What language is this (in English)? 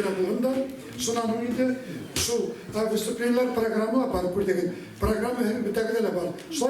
Bashkir